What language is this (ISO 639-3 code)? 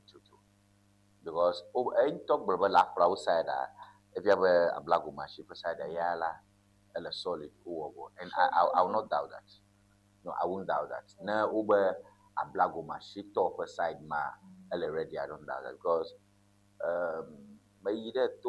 ewe